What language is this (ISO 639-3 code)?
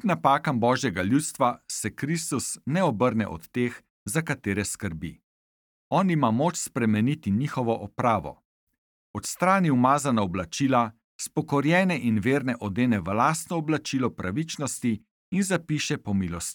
slv